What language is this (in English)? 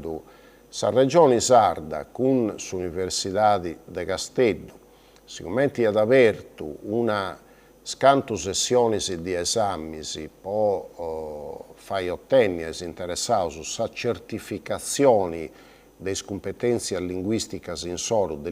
Sardinian